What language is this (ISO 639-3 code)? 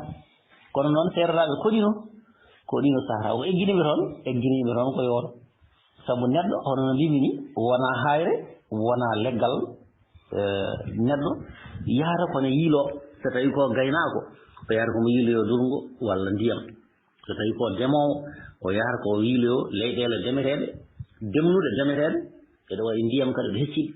ful